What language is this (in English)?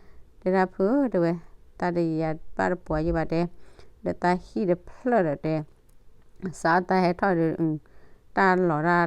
S'gaw Karen